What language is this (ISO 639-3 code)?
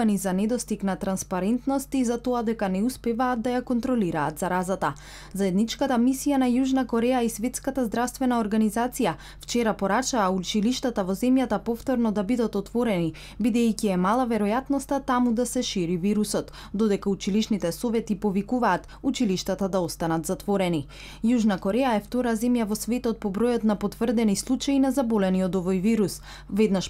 mkd